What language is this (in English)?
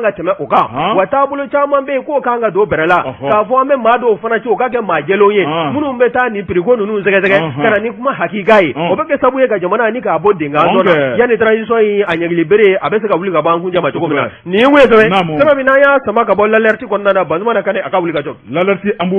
Bambara